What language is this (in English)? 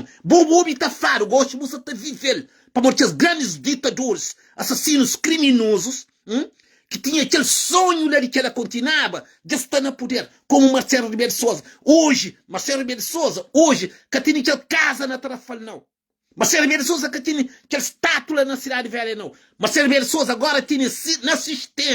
Kabuverdianu